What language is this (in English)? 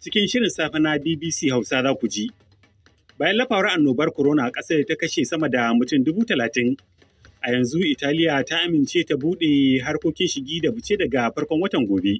Hausa